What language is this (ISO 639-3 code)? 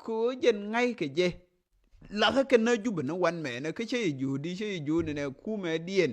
nus